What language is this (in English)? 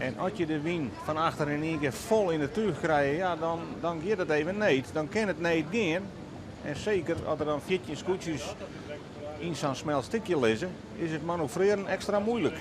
Western Frisian